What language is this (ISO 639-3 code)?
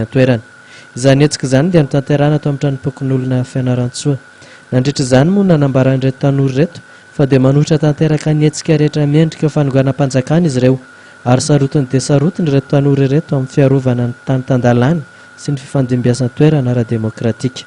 mlg